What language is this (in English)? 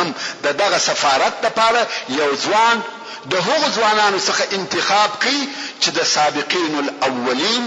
Pashto